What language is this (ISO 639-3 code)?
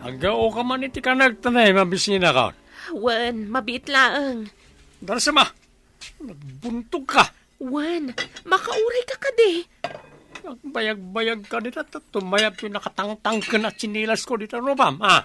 ilo